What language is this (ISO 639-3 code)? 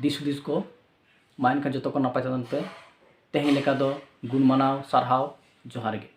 sat